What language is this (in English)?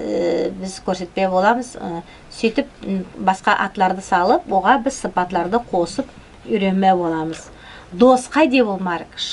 Nogai